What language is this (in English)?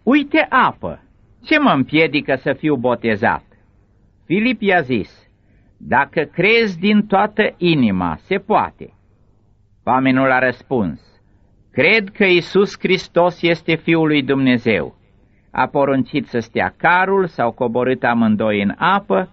Romanian